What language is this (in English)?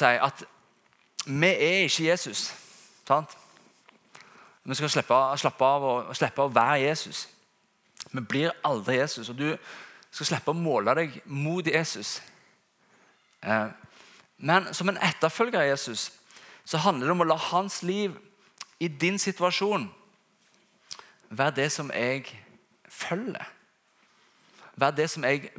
Norwegian